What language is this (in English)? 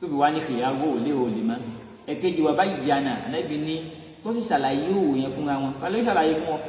Yoruba